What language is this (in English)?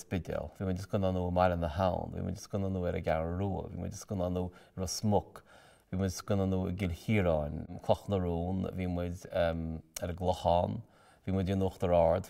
Irish